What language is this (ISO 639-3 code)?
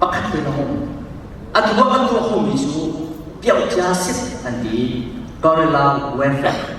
cnh